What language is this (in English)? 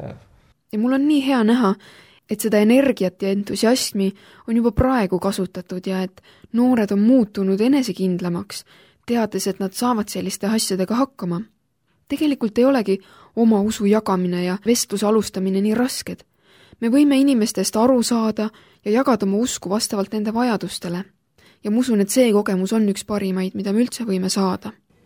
Estonian